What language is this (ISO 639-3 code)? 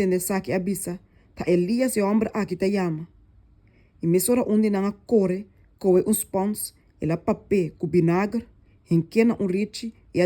pap